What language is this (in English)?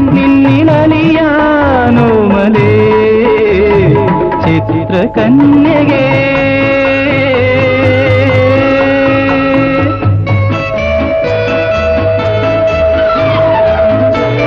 Malayalam